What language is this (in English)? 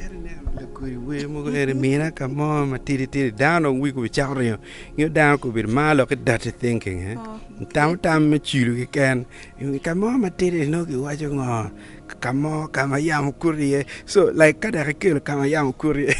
Acoli